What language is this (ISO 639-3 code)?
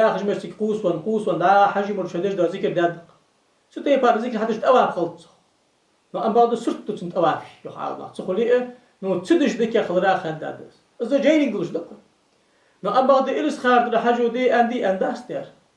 inh